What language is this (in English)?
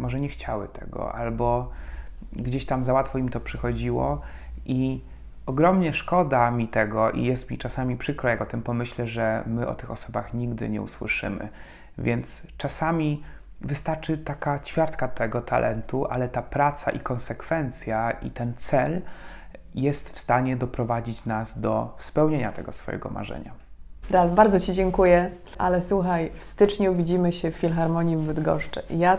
Polish